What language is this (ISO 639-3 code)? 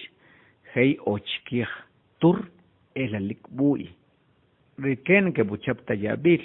acr